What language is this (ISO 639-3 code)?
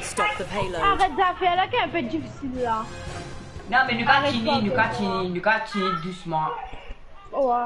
mfe